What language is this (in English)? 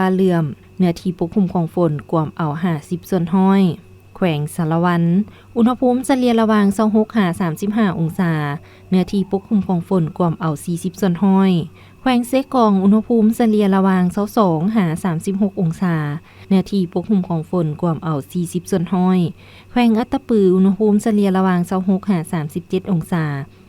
Lao